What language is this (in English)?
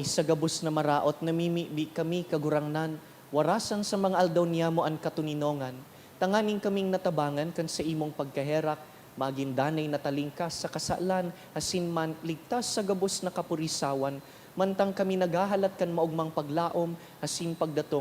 Bikol